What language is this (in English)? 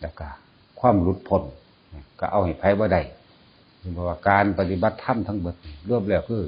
Northeastern Thai